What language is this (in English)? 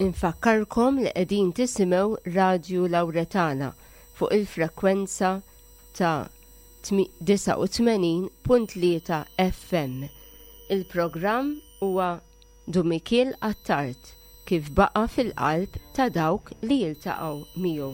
Maltese